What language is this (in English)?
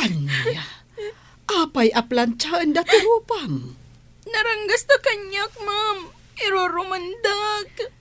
Iloko